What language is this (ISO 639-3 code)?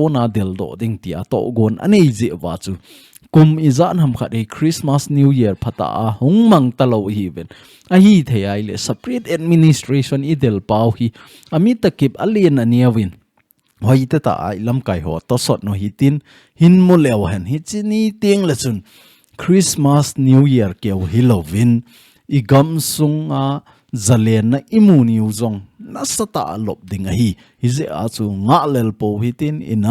tcz